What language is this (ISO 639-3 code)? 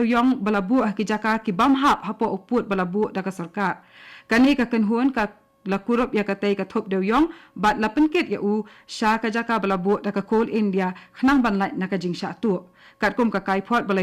kha